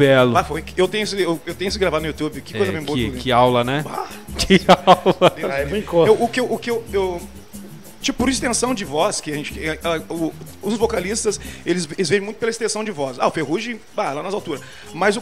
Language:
Portuguese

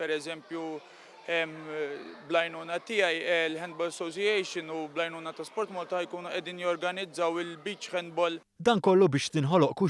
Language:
Maltese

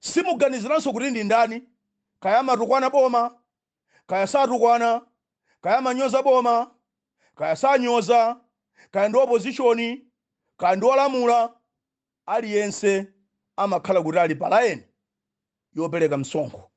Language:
Nyanja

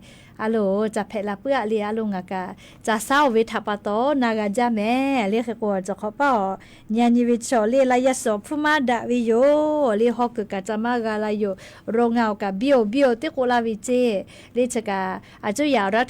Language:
Lahu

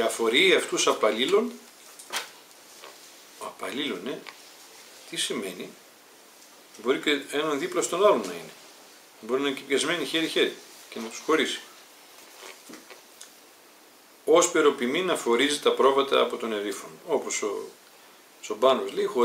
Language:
Greek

